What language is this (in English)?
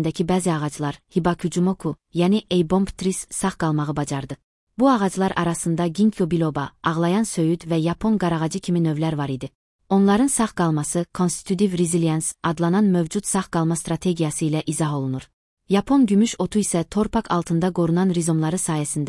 Azerbaijani